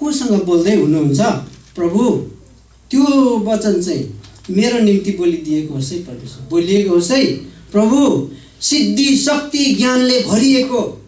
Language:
Nepali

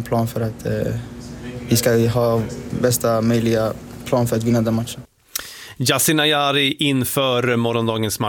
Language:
Swedish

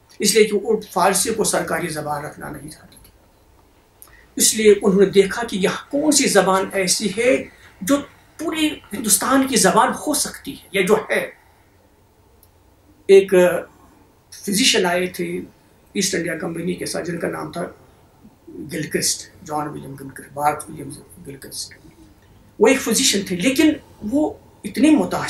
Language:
Urdu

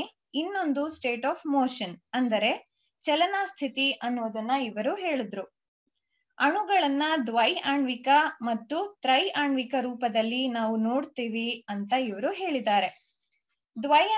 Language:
Kannada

